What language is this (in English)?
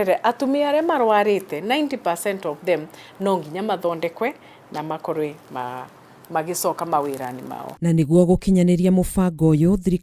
Kikuyu